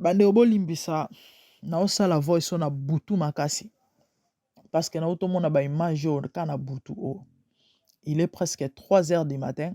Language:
Lingala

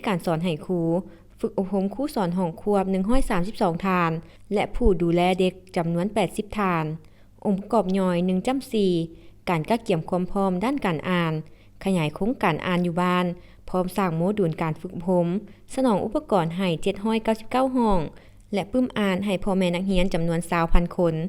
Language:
Lao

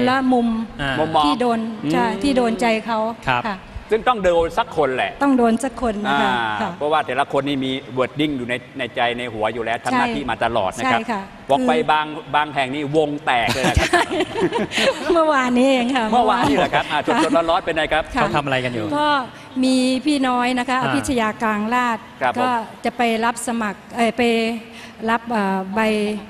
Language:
Thai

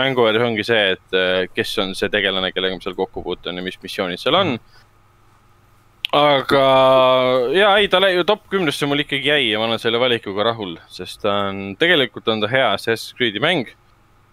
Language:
Estonian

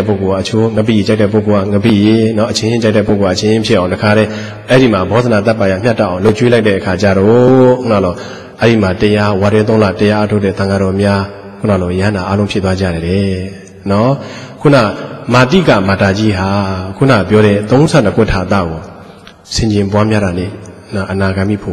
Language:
Burmese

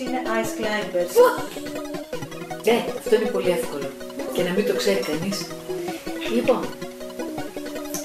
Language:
Greek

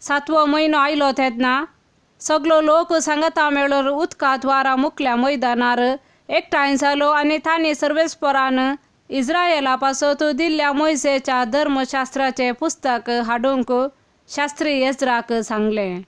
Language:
Konkani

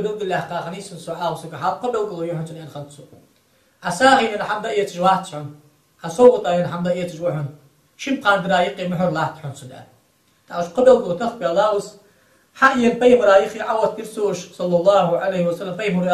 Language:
Ingush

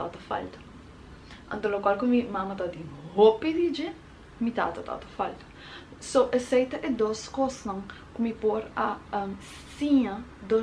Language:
Papiamento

